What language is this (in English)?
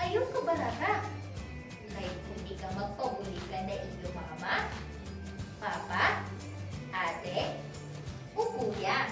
Waray